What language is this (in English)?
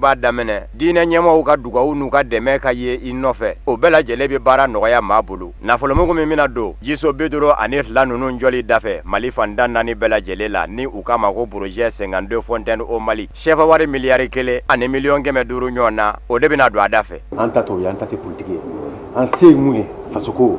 Bambara